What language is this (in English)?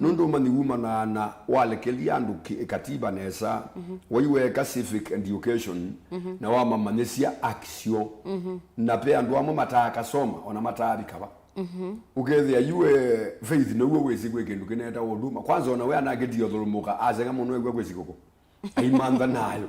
Kamba